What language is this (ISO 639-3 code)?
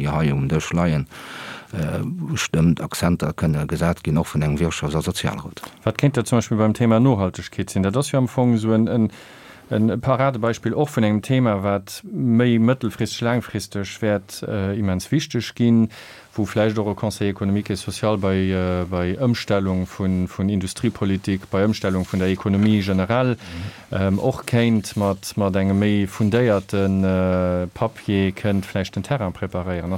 ltz